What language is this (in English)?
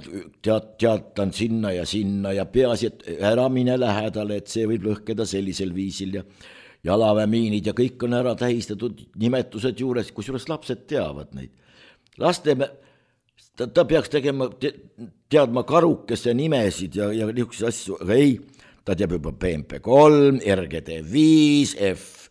Estonian